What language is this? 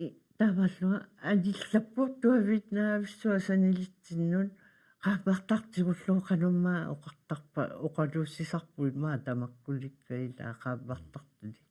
Kalaallisut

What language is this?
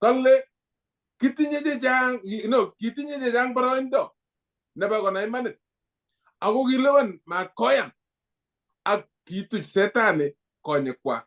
Kalenjin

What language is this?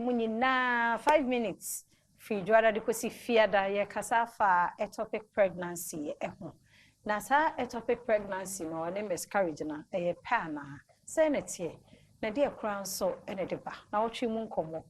Akan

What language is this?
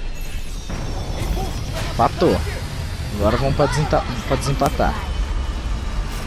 Portuguese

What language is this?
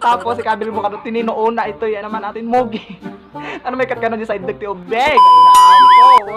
Iloko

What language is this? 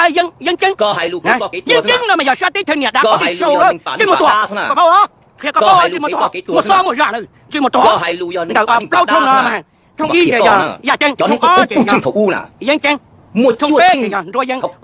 Hmong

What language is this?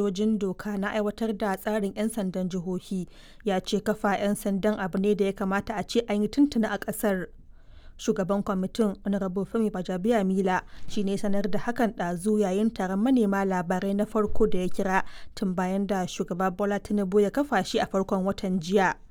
Hausa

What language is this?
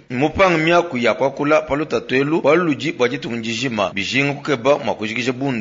Luba-Lulua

